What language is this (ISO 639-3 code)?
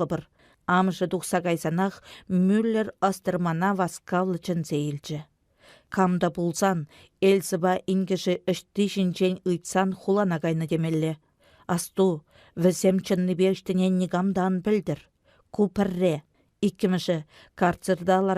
chv